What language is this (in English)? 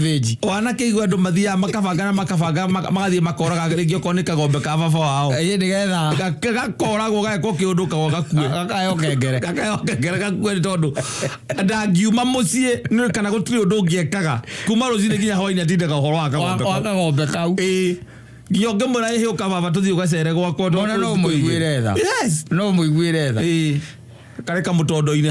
Kikuyu